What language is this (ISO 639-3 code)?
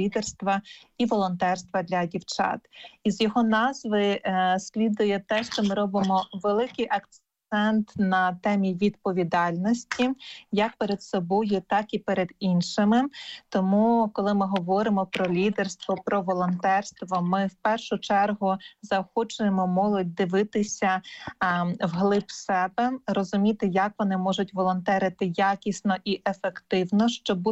ukr